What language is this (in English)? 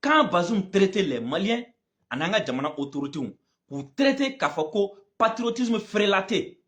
Bambara